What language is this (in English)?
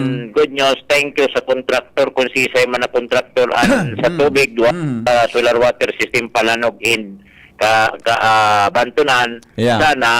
Bikol